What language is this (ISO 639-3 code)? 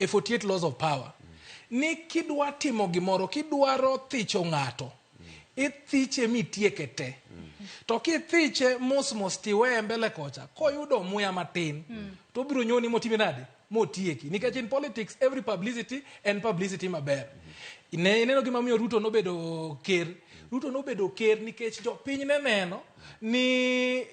luo